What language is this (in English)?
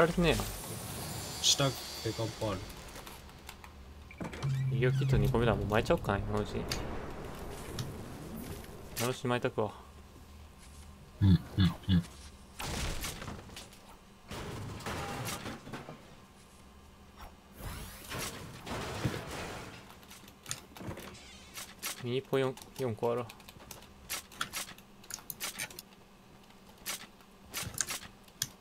Japanese